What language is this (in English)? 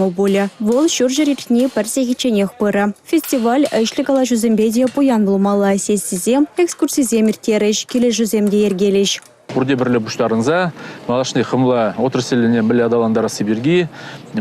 Chuvash